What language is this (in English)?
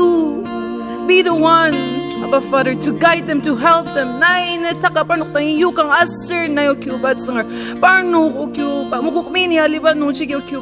Ao Naga